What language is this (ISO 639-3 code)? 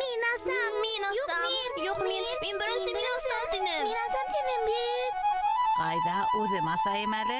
bak